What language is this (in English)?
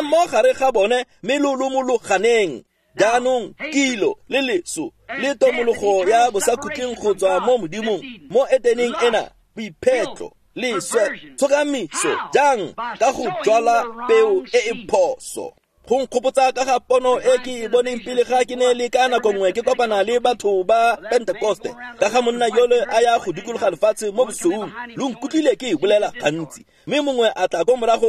Tswana